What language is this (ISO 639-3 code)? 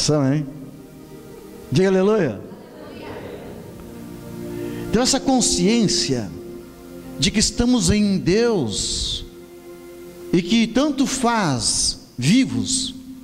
por